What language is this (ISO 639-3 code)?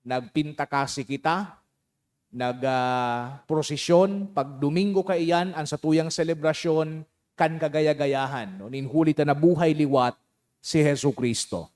bik